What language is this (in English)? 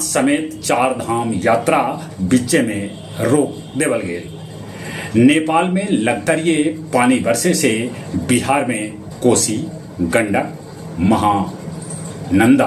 Magahi